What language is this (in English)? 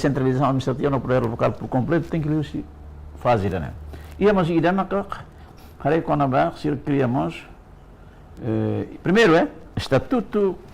Tetum